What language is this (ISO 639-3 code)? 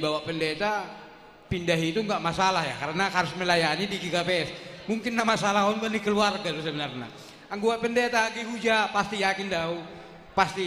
bts